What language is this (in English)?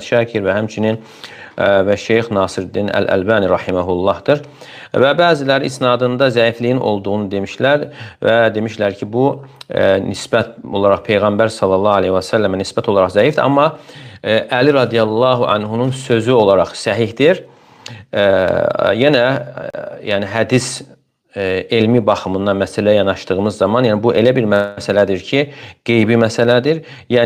Azerbaijani